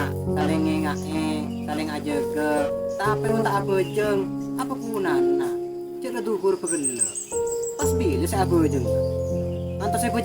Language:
Madurese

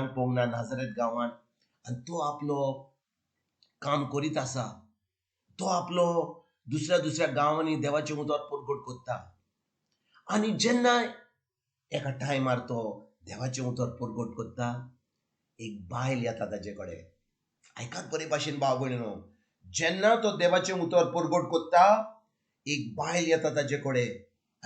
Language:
Konkani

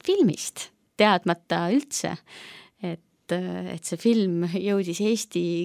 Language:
Estonian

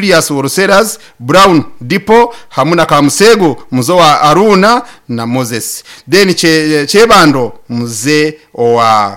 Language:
Nyankole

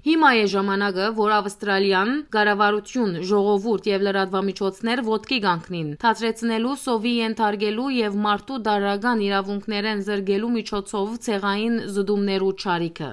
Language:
Western Armenian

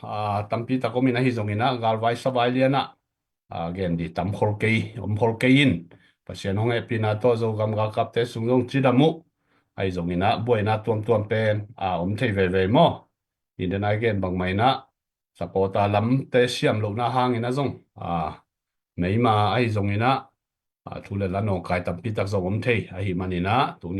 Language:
Tedim Chin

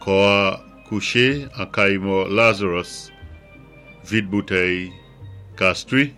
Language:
Saint Lucian Creole French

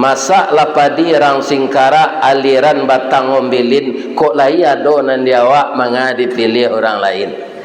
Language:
Minangkabau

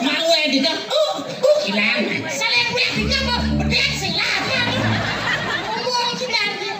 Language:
Balinese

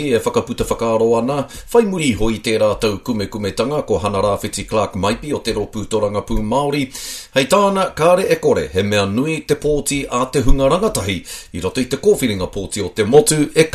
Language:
Māori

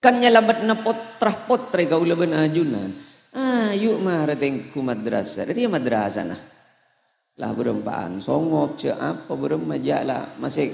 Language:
Madurese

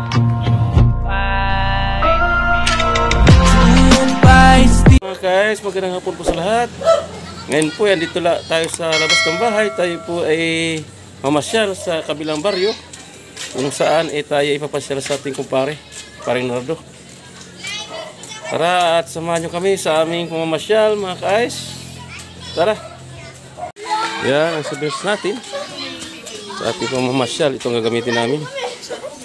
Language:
Filipino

